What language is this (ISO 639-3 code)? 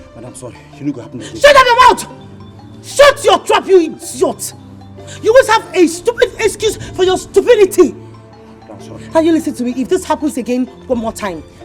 pcm